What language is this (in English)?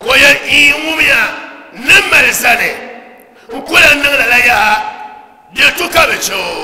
Dagbani